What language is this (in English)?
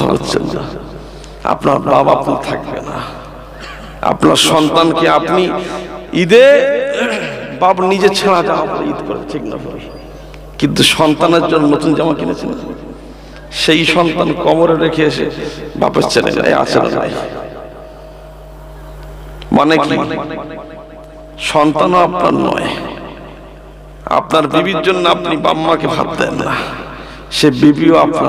Bangla